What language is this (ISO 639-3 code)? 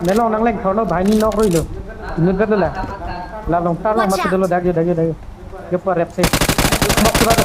mjw